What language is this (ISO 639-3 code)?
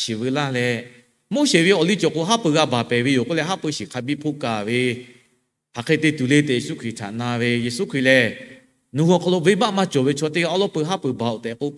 lhu